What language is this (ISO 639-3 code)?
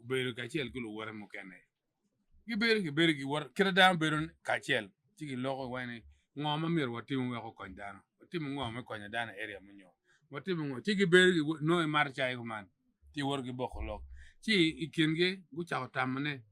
ach